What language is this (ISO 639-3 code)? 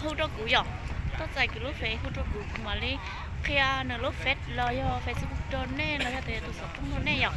hmn